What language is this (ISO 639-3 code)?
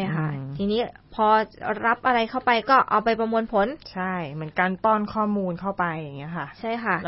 tha